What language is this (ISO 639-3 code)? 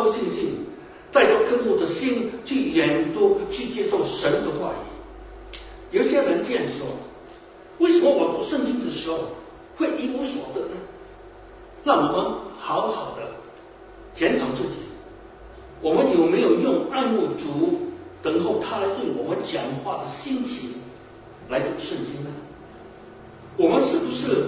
zho